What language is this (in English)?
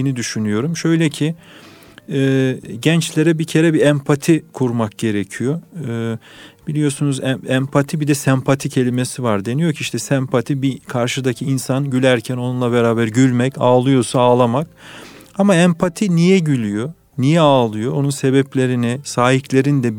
Turkish